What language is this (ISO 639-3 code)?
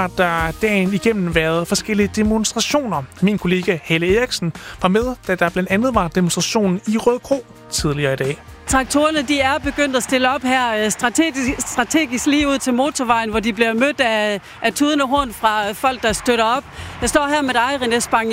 dan